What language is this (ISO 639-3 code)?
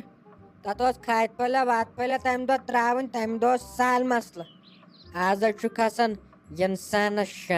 kas